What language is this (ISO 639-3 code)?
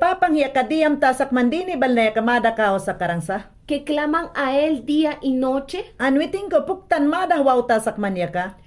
yan